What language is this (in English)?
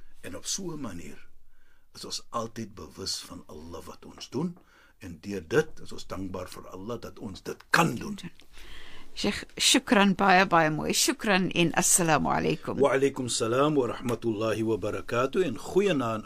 Afrikaans